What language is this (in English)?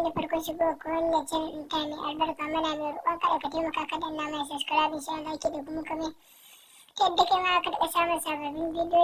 Hausa